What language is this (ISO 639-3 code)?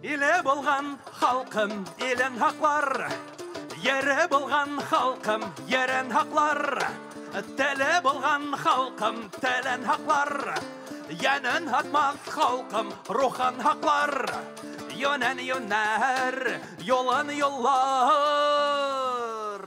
bak